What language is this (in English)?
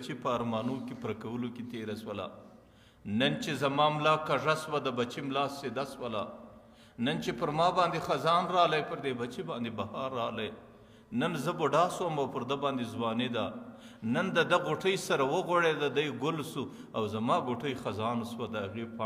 Pashto